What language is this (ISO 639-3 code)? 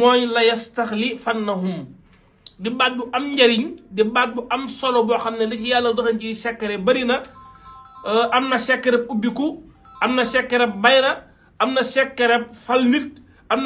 wol